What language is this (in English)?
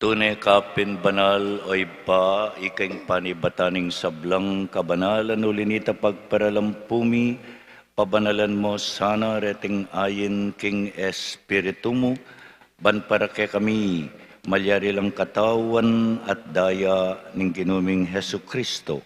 Pampanga